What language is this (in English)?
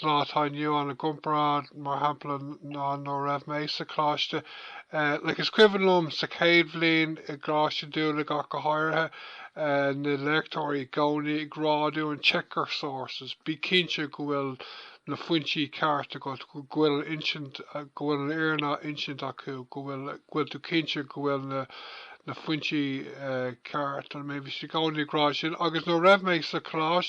Irish